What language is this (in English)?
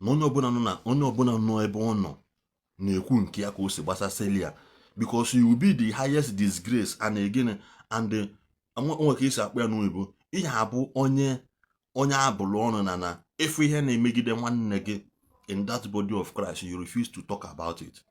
Igbo